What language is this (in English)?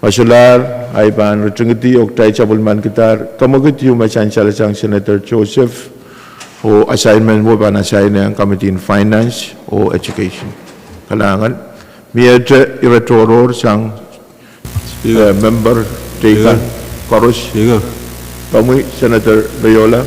Pohnpeian